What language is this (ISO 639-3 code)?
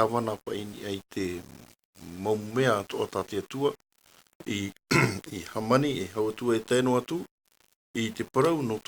tah